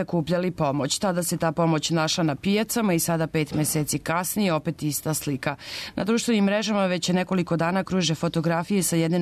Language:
Serbian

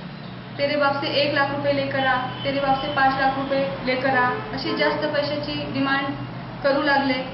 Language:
Marathi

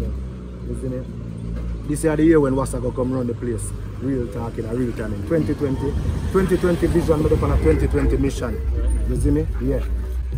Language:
Jamaican Creole English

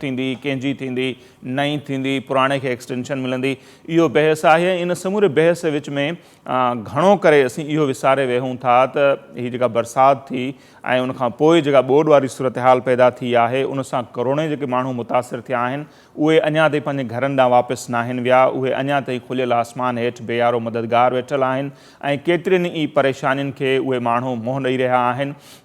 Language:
Sindhi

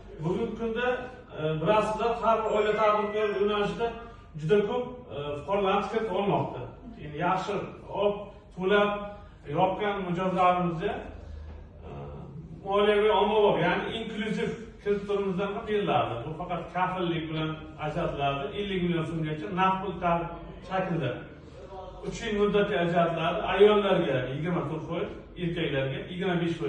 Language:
Uzbek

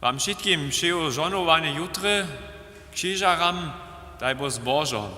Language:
Upper Sorbian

